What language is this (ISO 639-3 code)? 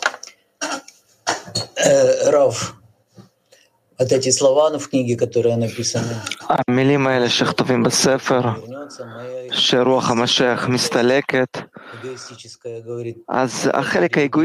heb